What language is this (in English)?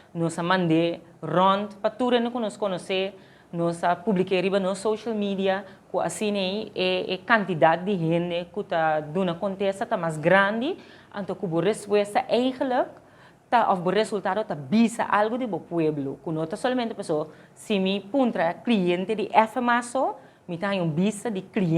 Papiamento